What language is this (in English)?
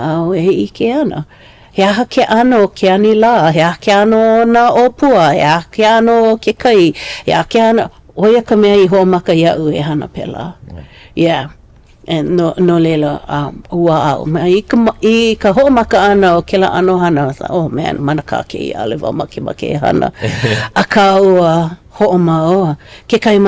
Hawaiian